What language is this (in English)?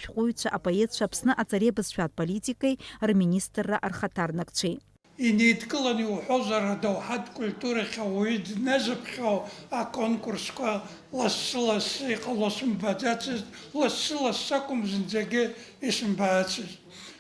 Abkhazian